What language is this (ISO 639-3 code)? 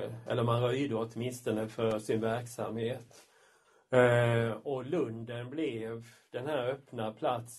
swe